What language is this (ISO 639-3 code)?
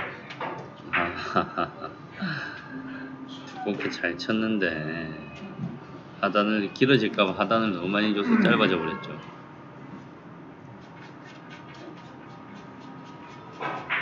kor